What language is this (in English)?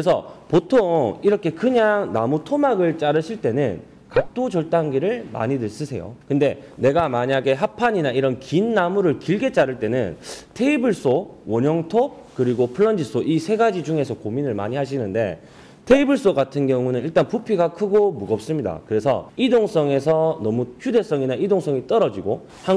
Korean